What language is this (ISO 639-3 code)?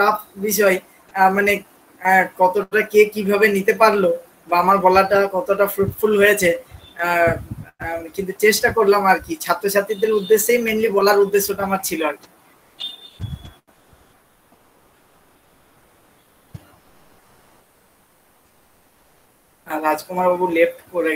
ben